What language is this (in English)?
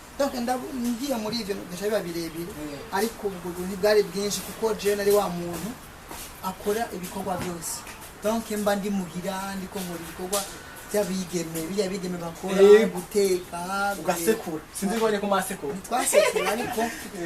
Rundi